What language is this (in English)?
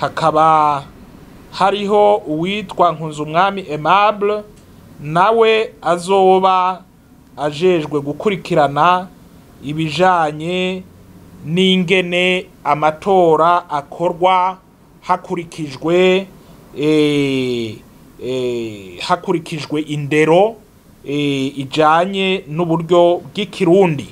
Rundi